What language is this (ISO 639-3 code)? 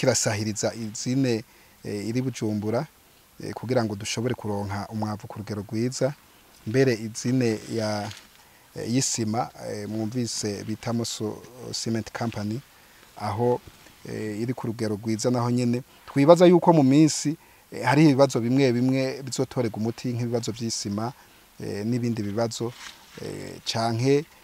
run